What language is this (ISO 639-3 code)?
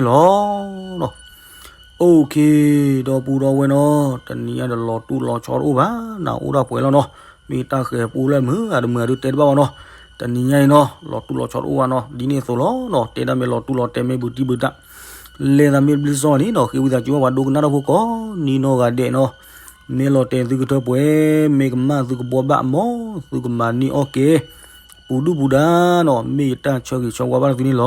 ksw